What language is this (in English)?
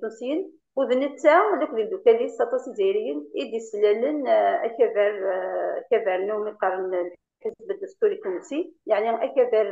Kabyle